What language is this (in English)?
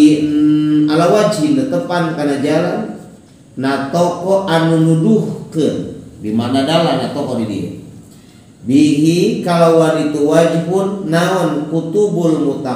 Sundanese